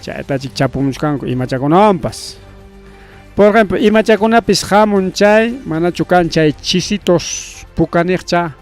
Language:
Ayacucho Quechua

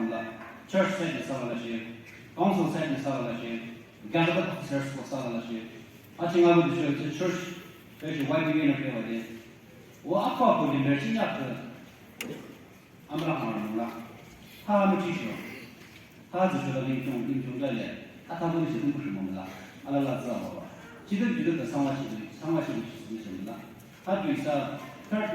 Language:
Naga Pidgin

